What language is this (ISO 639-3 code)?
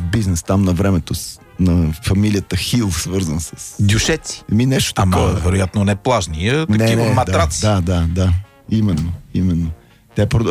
bul